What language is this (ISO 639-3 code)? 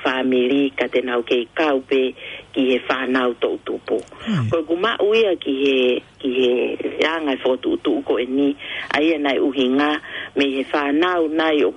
ton